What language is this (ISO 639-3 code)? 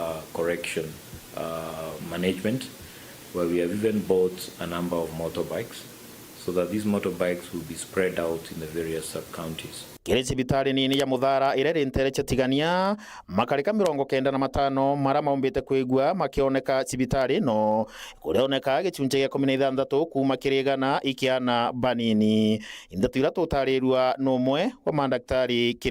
mer